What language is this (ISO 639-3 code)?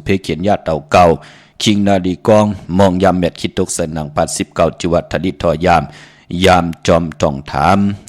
shn